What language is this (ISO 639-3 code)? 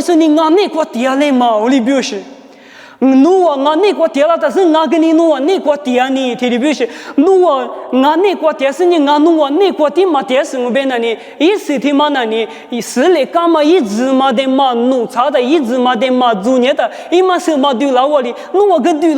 lis